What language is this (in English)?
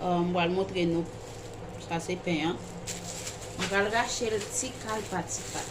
Haitian Creole